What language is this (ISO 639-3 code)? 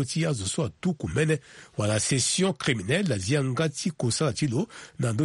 sag